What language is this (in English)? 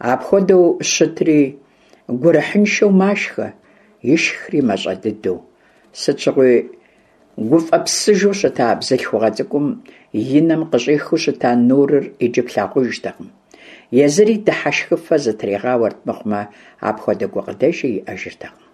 Kabardian